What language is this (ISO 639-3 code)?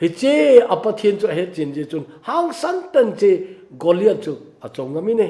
tcz